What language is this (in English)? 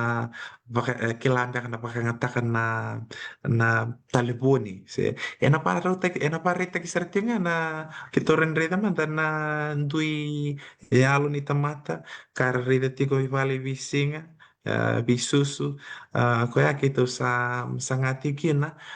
Fijian